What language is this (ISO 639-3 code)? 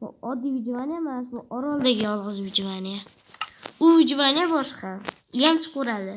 uzb